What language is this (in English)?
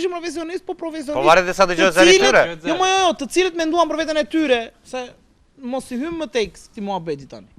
Albanian